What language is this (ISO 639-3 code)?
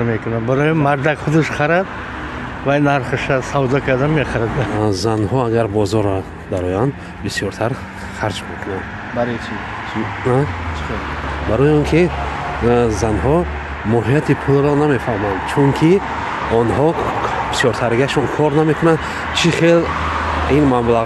tgk